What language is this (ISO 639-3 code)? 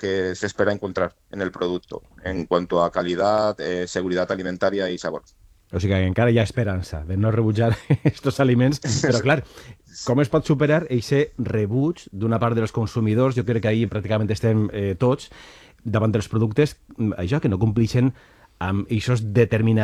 cat